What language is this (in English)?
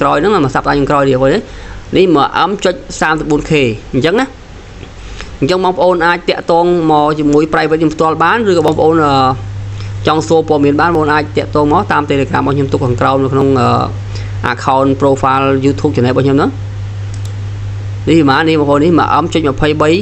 Khmer